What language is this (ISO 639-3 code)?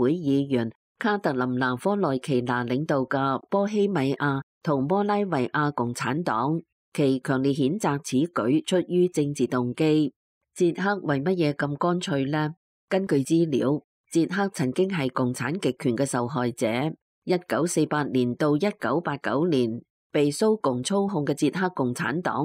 yue